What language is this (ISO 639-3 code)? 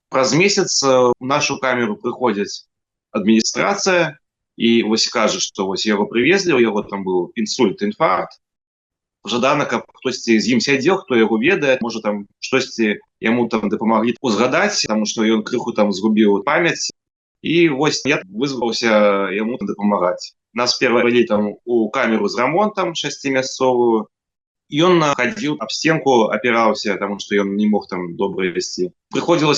bel